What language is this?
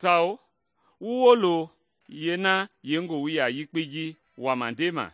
Mende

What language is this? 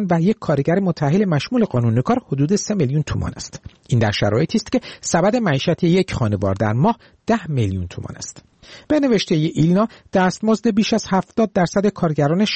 Persian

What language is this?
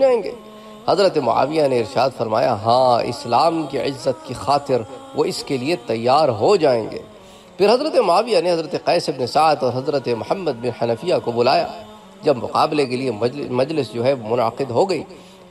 Urdu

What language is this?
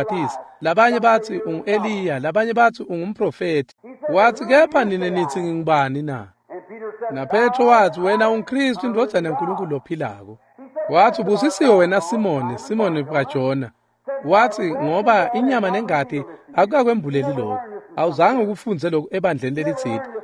Swati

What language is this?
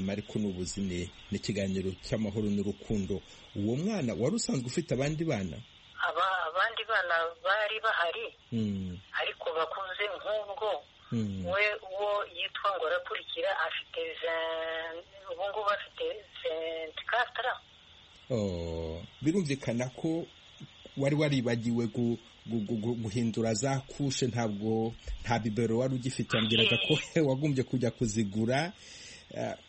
Kinyarwanda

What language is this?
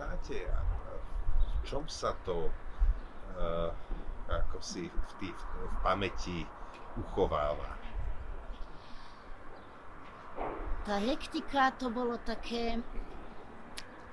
Slovak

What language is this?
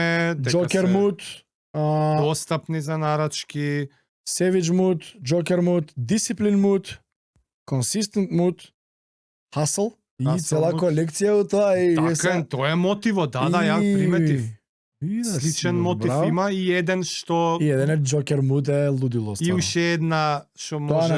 Macedonian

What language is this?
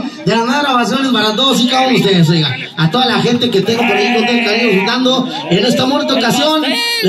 Spanish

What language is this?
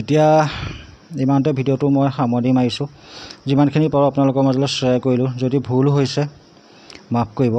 Assamese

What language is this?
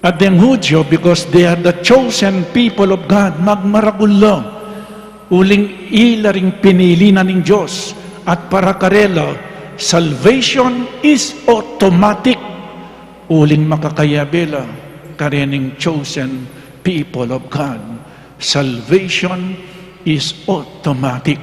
Pampanga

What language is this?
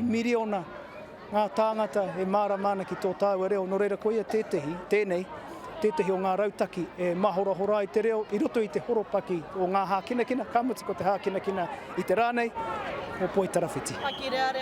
Māori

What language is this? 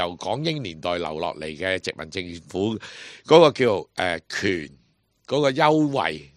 Cantonese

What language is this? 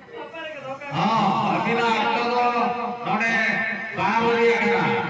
Santali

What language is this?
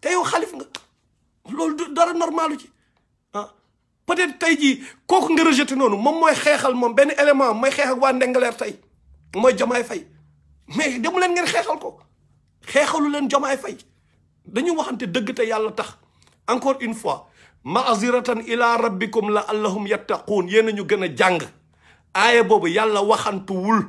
Wolof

